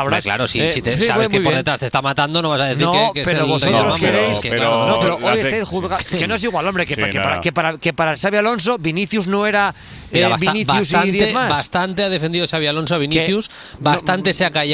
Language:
Spanish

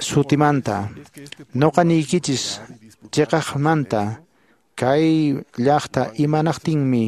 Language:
Quechua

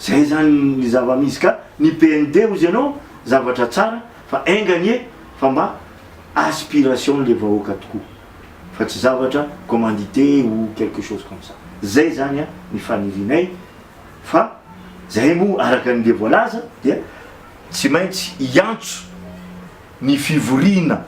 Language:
Malagasy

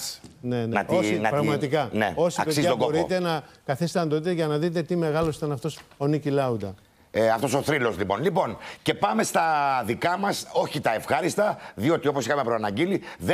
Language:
Greek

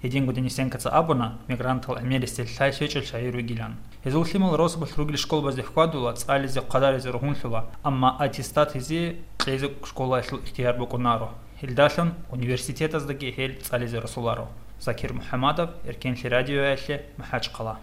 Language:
Avaric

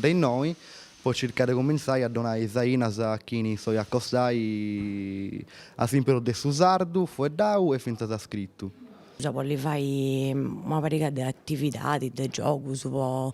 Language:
Sardinian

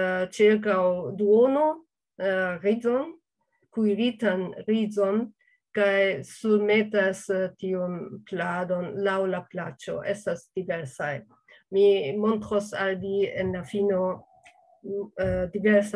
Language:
Esperanto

